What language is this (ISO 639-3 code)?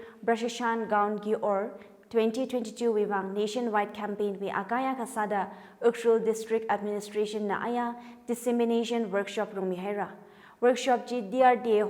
nmf